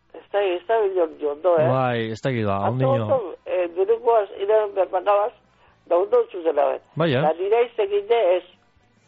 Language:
Basque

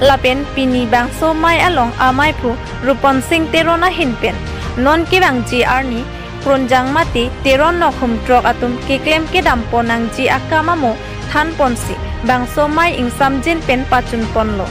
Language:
Karbi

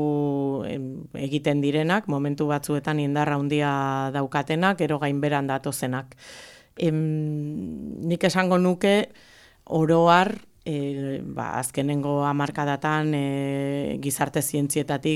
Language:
Basque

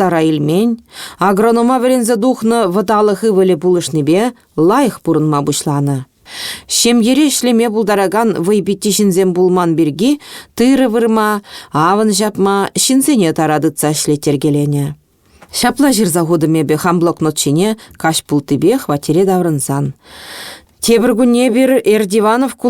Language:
Chuvash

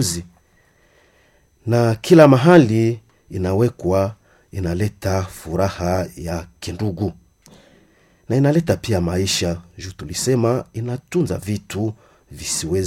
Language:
Swahili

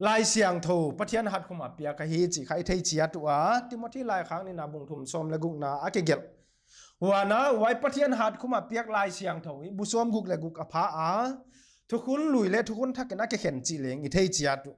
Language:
Paite Chin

